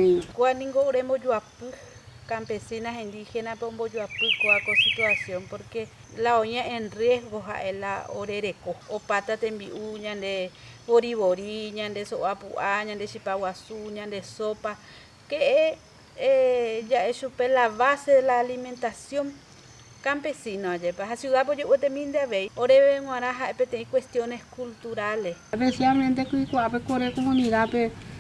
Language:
Guarani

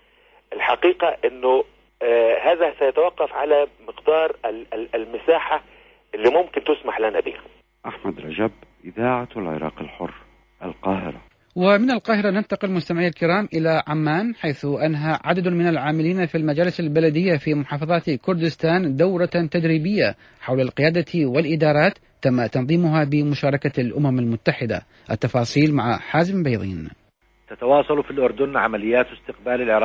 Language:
Arabic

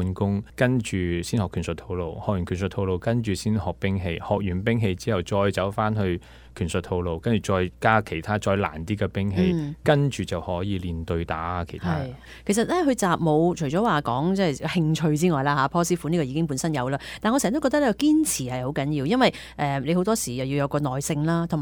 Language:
Cantonese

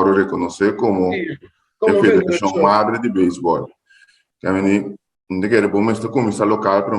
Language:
Papiamento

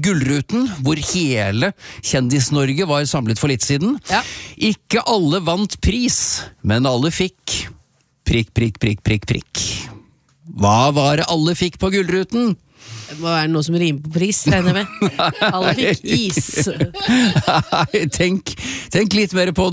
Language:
Norwegian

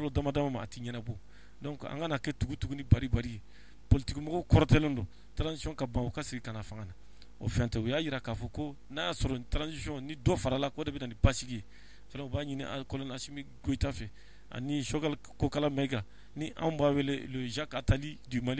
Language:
Bambara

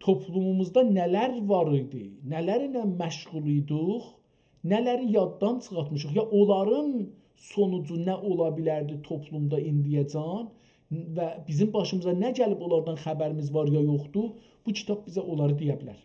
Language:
South Azerbaijani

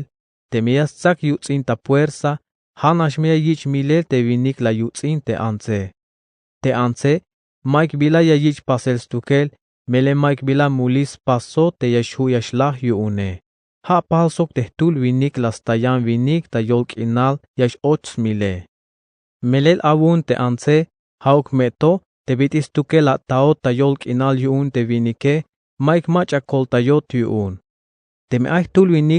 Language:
Tzeltal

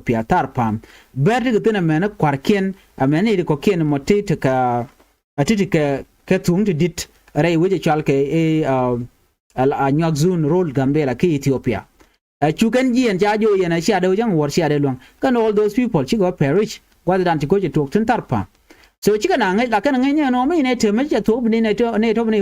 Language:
Nuer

